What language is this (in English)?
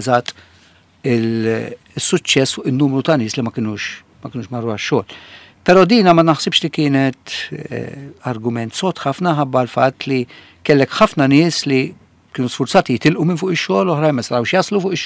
Maltese